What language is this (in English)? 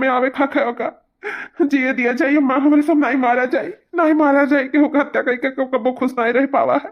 Awadhi